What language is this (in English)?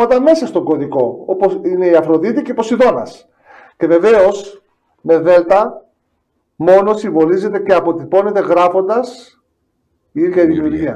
Greek